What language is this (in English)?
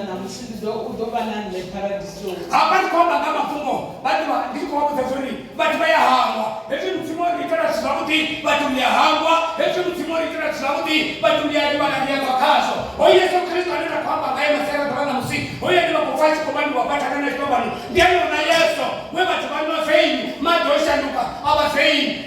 Venda